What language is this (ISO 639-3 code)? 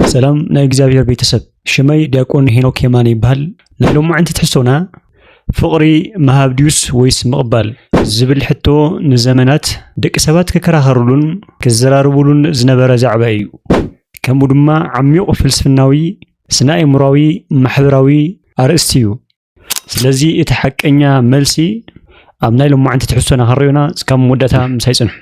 tir